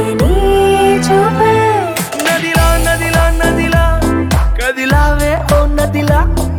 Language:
Telugu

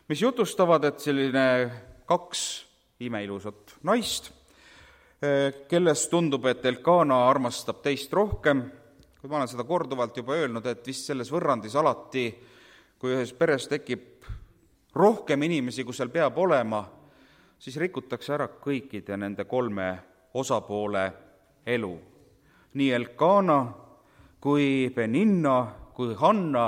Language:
Estonian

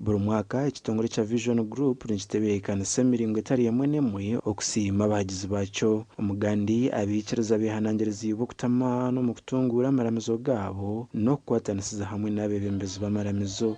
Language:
Nyankole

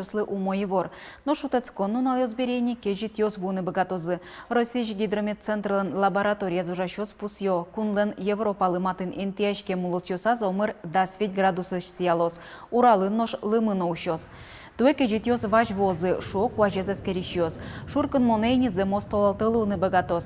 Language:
Udmurt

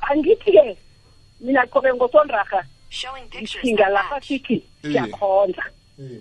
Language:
South Ndebele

